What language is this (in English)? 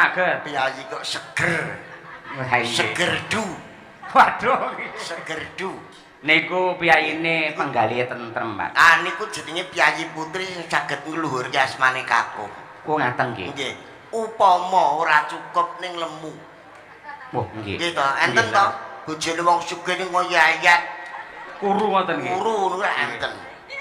Javanese